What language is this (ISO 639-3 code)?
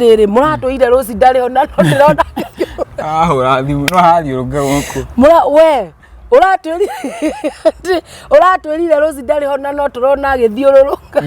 kik